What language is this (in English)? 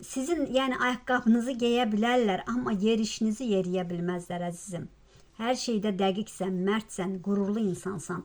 Azerbaijani